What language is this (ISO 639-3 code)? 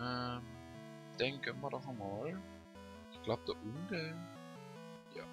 gsw